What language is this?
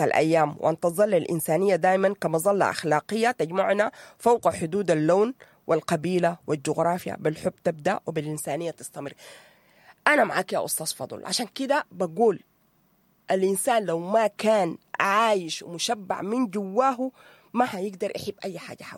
Sudanese Arabic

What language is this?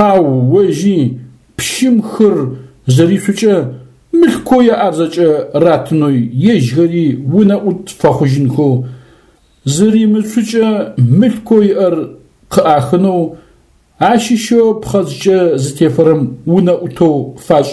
Adyghe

